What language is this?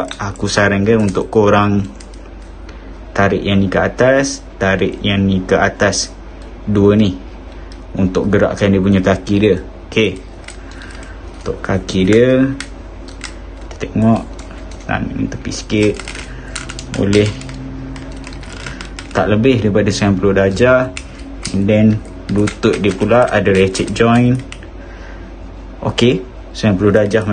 Malay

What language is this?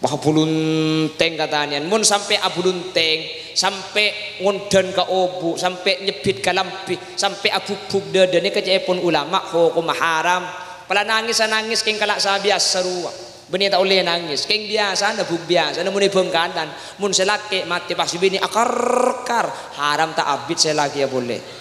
Madurese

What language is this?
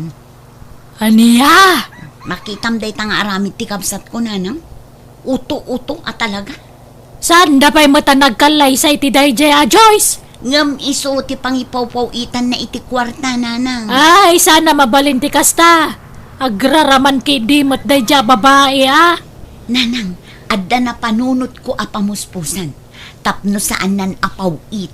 Iloko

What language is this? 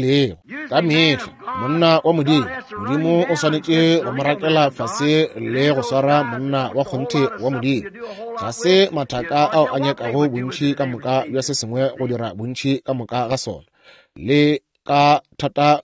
Northern Sotho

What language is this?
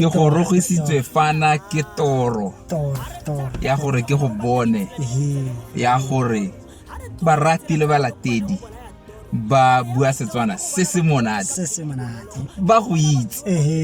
Tswana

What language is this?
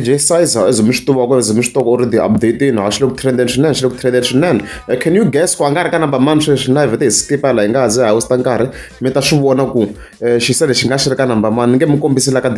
Tsonga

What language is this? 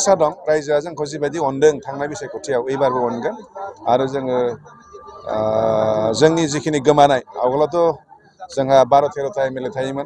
Bodo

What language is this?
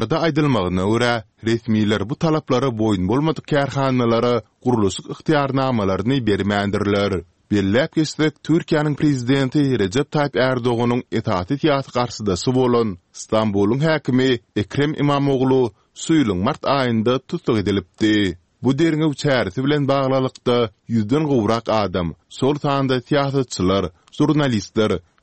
Turkmen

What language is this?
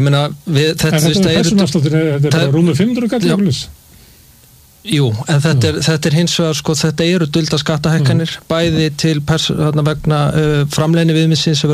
Icelandic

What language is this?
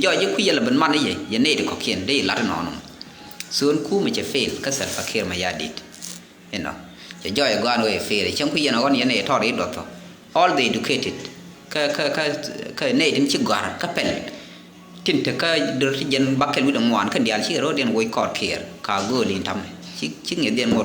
Nuer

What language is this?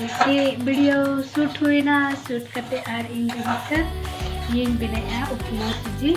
Santali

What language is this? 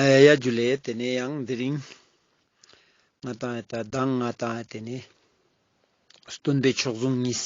Ladakhi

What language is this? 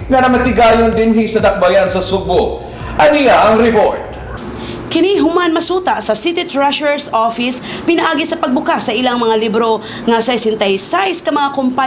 Cebuano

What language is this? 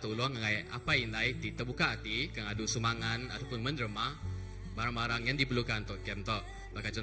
Iban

